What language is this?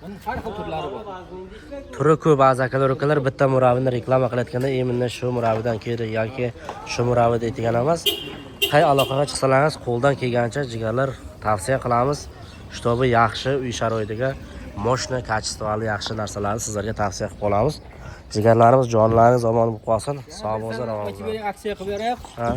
Uzbek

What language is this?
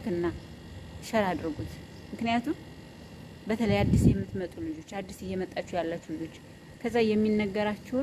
Amharic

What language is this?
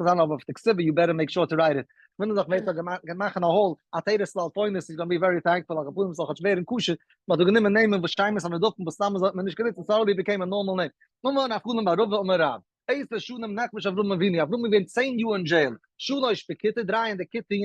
Yiddish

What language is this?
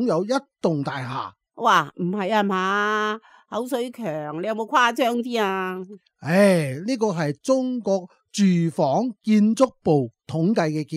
Cantonese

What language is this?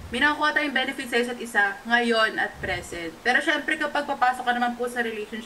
Filipino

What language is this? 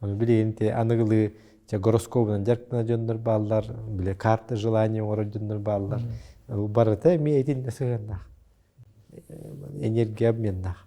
Yakut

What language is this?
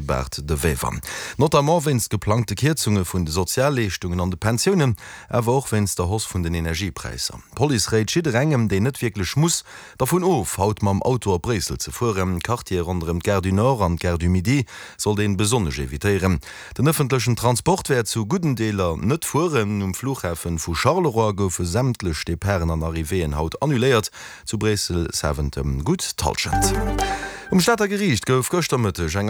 Luxembourgish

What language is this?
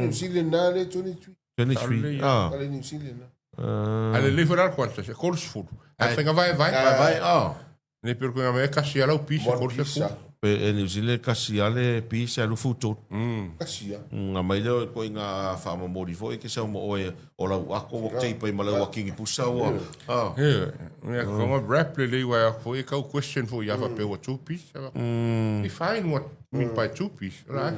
Samoan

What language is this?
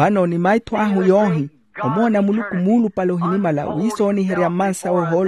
Makhuwa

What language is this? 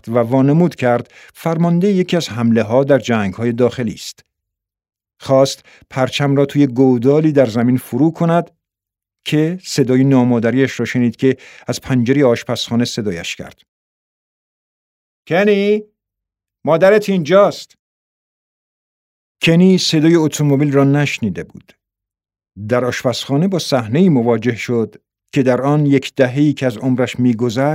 Persian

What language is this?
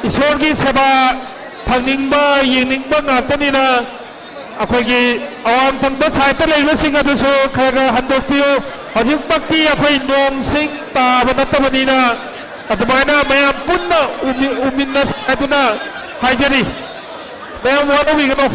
Manipuri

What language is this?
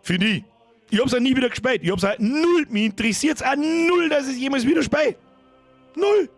Bavarian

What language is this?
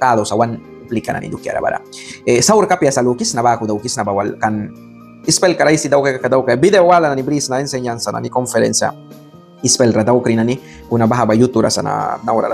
Mískito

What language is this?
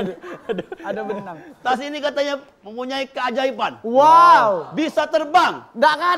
Musi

